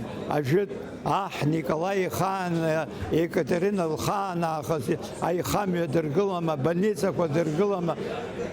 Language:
Abkhazian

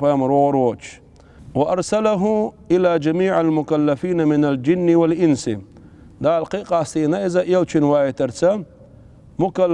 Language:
Chechen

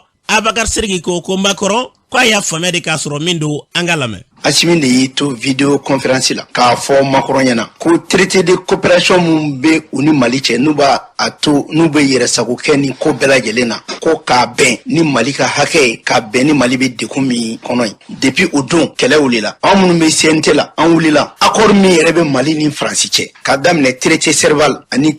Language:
Bambara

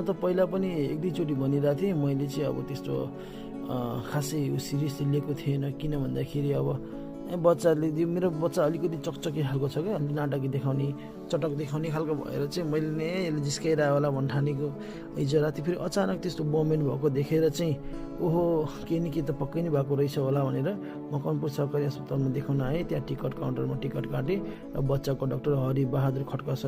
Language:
Nepali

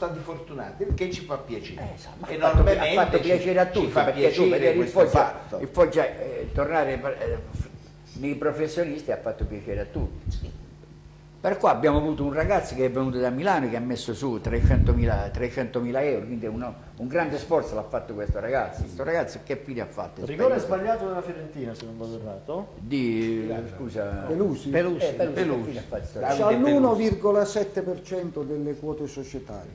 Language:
Italian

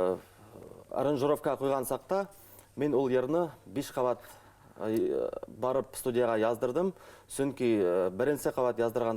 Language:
Bashkir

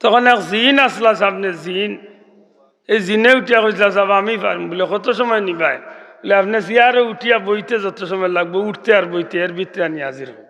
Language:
Sylheti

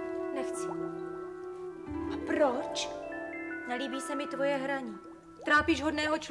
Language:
Czech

